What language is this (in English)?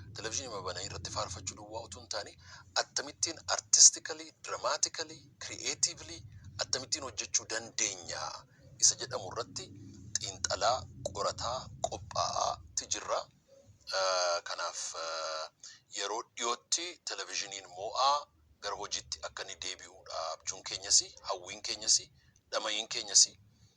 Oromo